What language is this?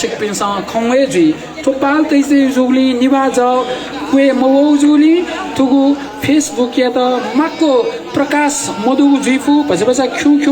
Newari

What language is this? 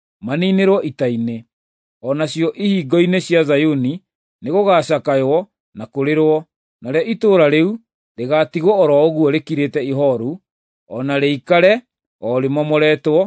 Kikuyu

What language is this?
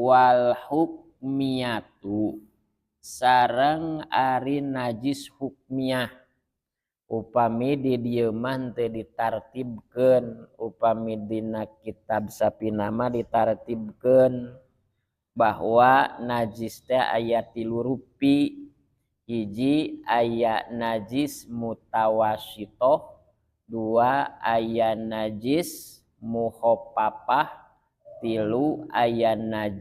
Sundanese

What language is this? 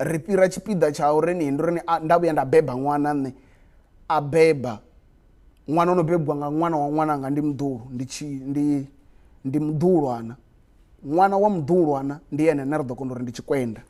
Venda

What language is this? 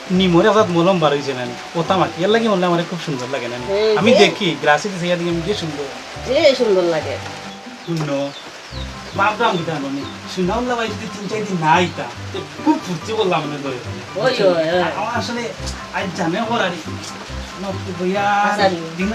Sylheti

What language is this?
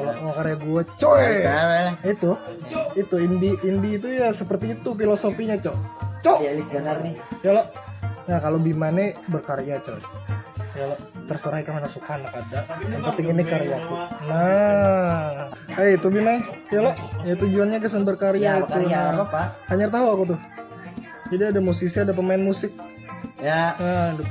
Banjar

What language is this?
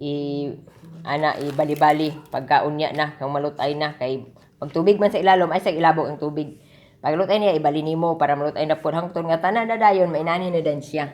Cebuano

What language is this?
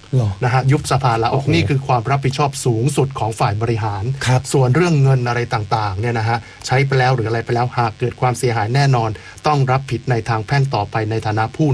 Thai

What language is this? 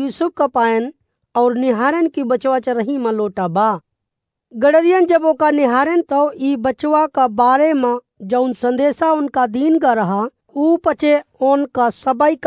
Awadhi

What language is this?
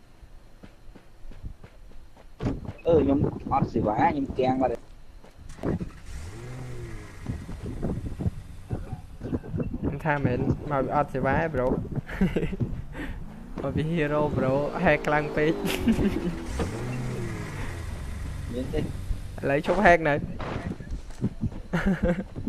Vietnamese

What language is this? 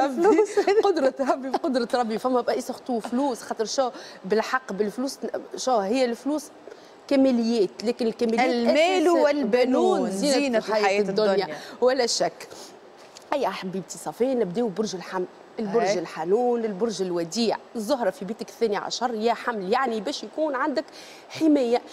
Tunisian Arabic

